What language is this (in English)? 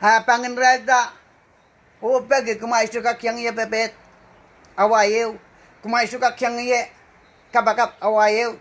Pohnpeian